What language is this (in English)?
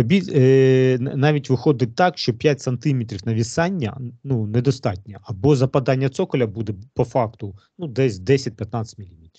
Ukrainian